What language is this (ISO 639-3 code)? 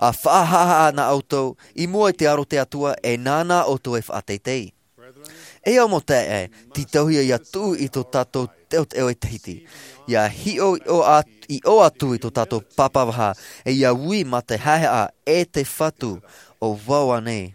tah